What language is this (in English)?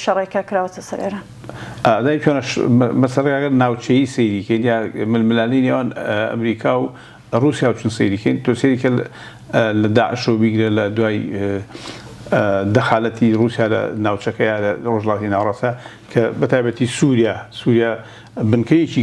Central Kurdish